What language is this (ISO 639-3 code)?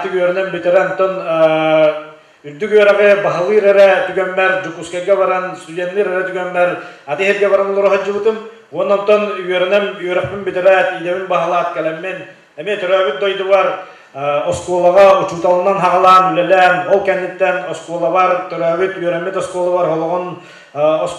sah